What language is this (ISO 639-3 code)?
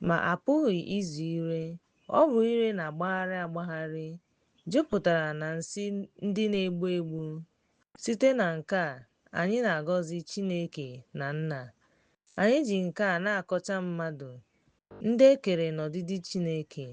ibo